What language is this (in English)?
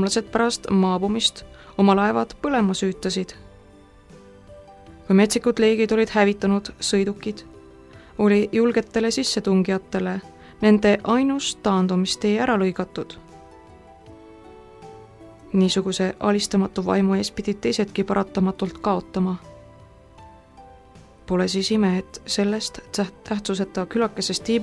Estonian